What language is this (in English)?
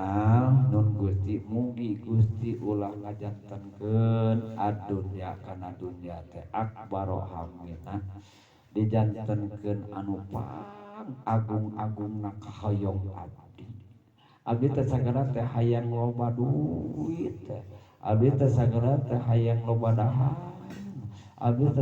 Sundanese